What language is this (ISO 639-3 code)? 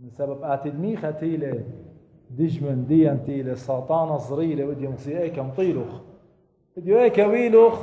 aii